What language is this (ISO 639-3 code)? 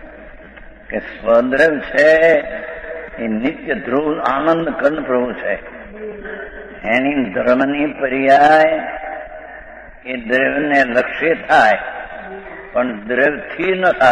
guj